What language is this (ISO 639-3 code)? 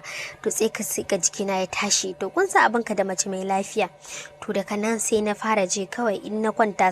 hau